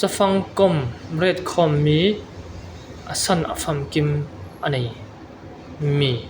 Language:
Falam Chin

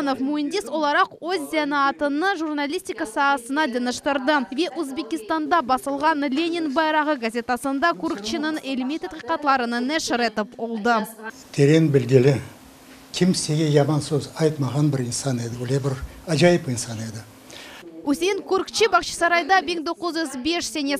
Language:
Crimean Tatar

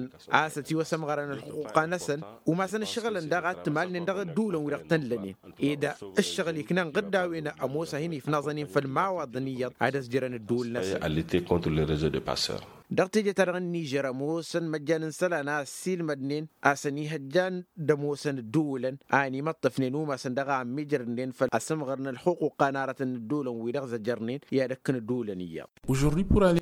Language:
Tamasheq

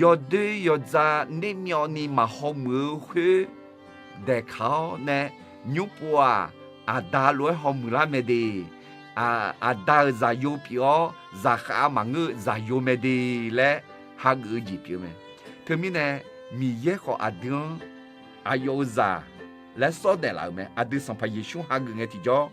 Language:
Akha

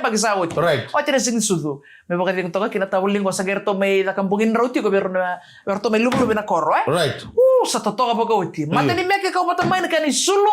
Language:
Fijian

